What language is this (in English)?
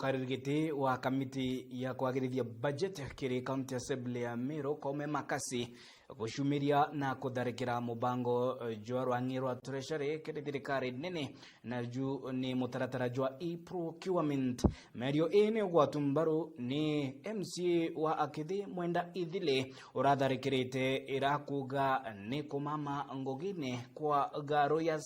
Meru